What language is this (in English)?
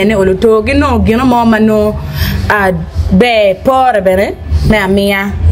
Acoli